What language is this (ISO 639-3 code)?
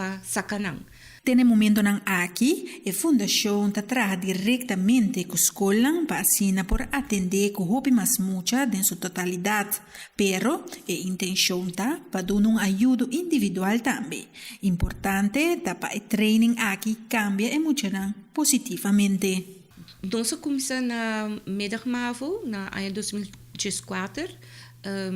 pap